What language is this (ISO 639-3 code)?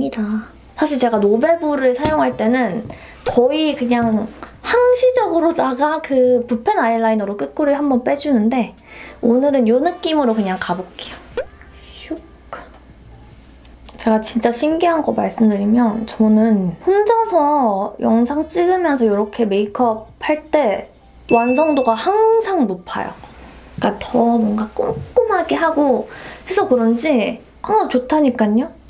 kor